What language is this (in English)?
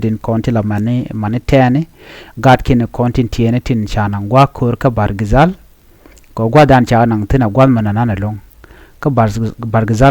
Nuer